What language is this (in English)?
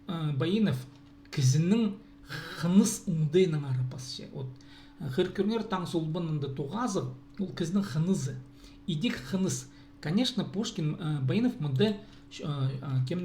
Khakas